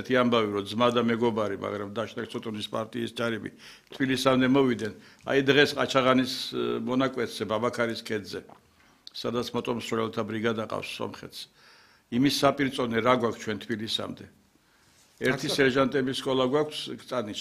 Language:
Georgian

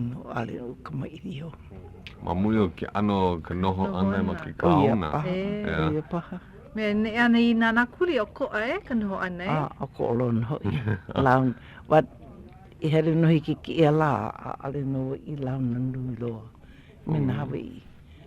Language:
Hawaiian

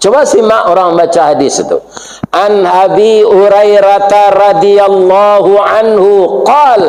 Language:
Minangkabau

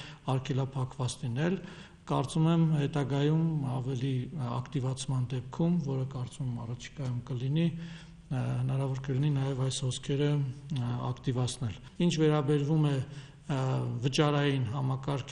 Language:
Armenian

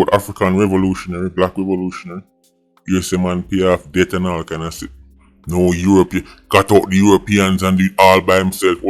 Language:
Jamaican Creole English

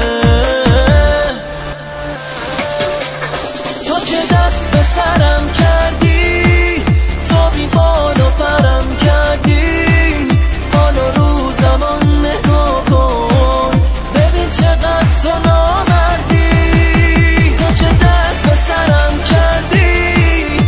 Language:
Persian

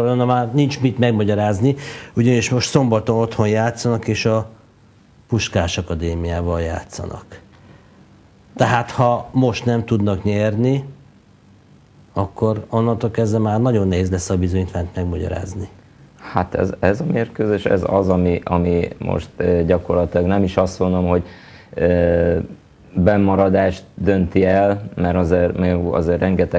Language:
Hungarian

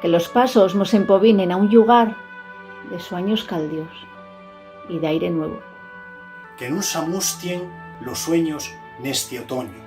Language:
Asturian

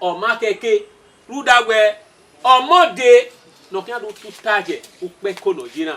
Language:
Bini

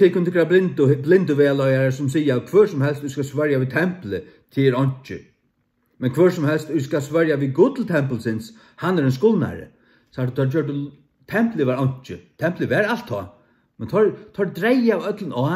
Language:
Faroese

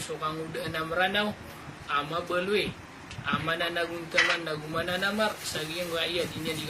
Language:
Maranao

